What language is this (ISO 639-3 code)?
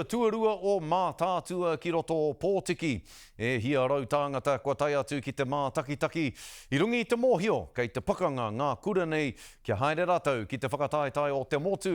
mri